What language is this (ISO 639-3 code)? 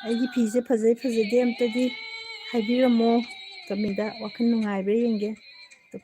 mni